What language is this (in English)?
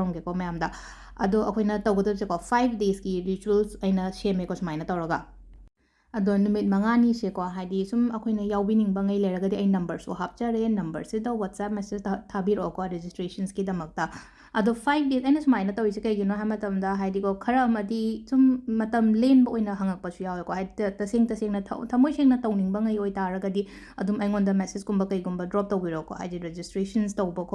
Manipuri